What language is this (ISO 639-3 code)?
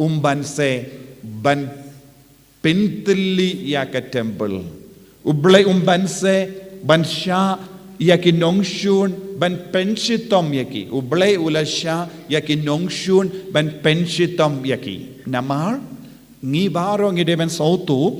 kha